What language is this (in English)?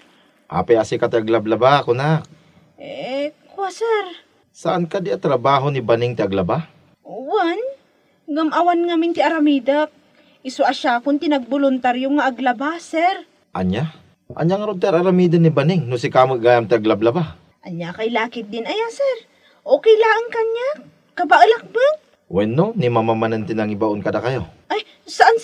Iloko